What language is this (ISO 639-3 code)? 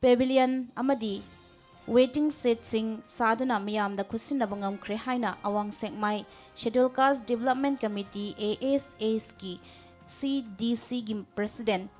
mni